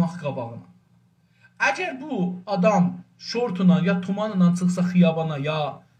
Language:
South Azerbaijani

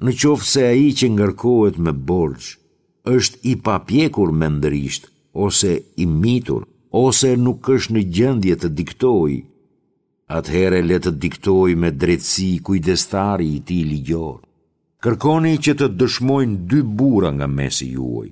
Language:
Albanian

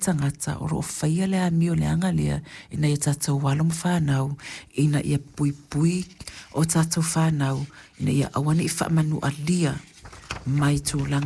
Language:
Samoan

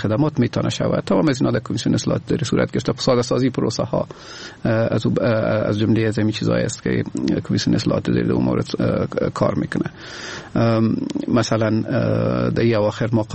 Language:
Persian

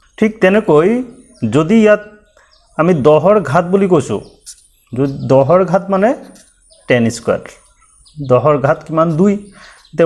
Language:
Assamese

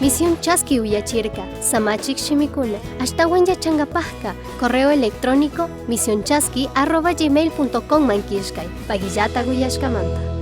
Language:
Chimborazo Highland Quichua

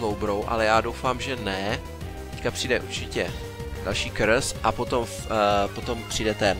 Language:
Czech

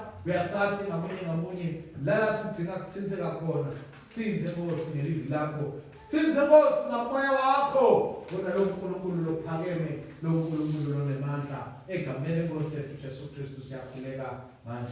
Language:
Swati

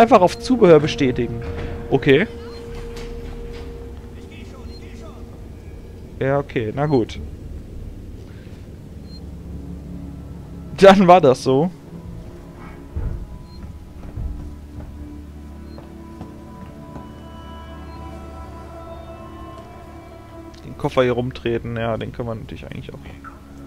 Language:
German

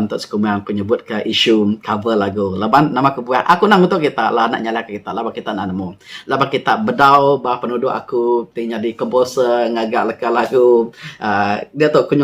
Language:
Iban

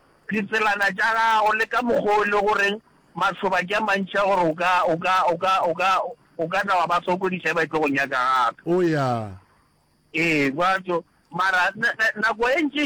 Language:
Northern Sotho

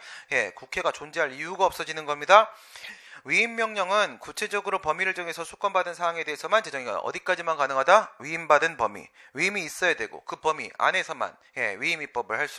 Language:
Korean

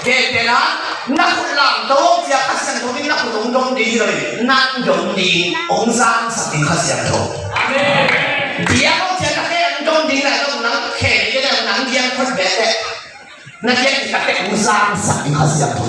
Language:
Tedim Chin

